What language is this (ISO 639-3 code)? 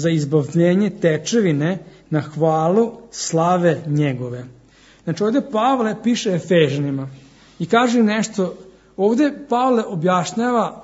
srp